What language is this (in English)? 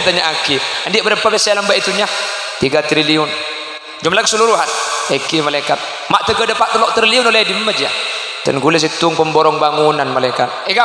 Madurese